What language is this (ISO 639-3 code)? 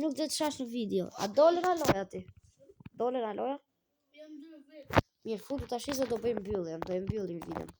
sqi